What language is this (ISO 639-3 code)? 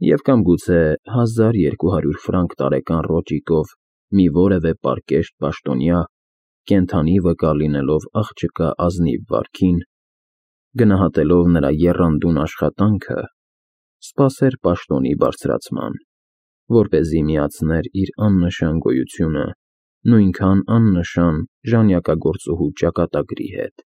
hye